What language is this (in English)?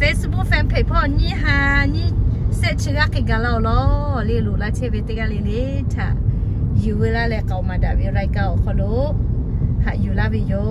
Lahu